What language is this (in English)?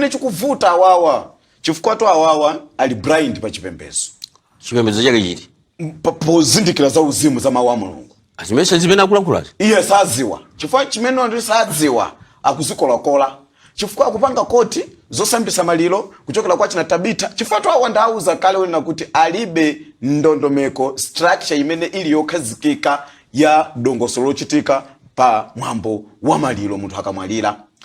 Nyanja